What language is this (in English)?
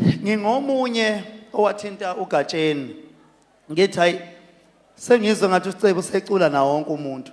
Zulu